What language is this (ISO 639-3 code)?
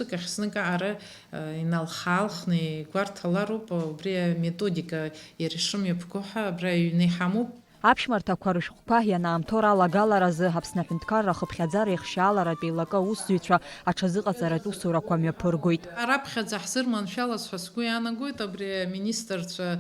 abk